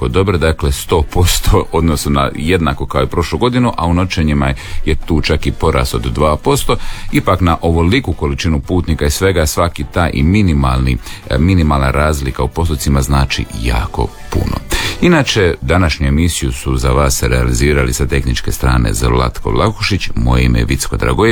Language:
Croatian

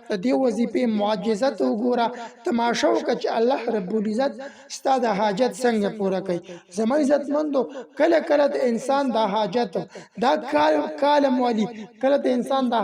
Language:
Pashto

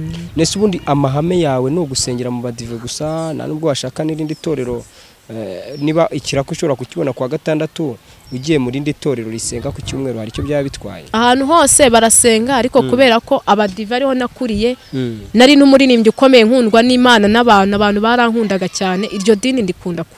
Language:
Kinyarwanda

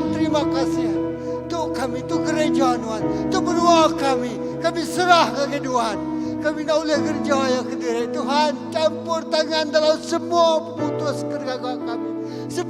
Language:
Iban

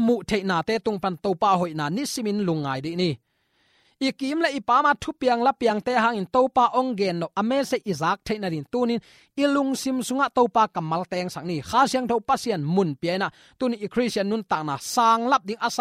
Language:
Tedim Chin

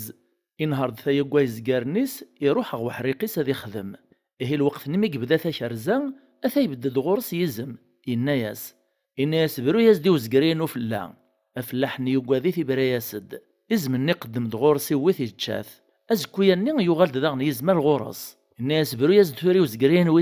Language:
Kabyle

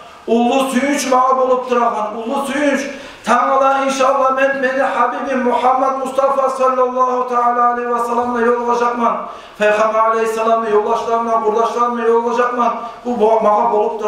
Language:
Kumyk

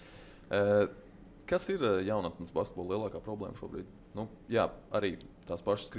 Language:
Latvian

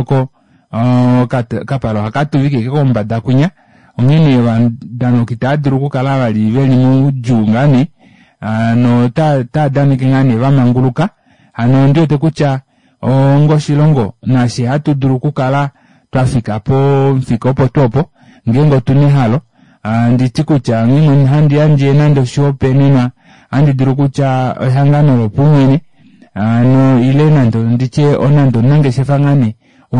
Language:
Kuanyama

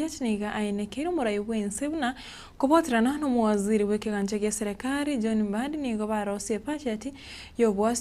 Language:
Gusii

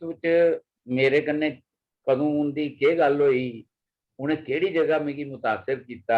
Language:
Dogri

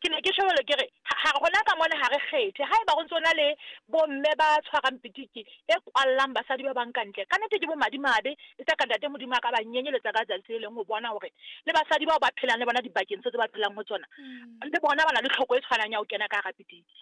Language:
Southern Sotho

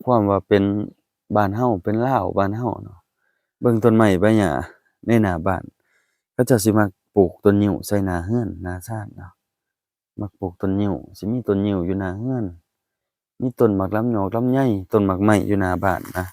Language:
Lao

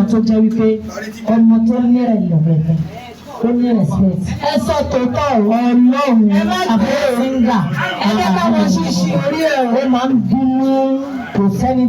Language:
Yoruba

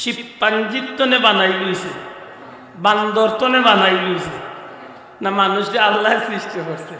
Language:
Sylheti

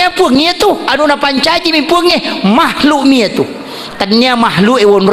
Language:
Buginese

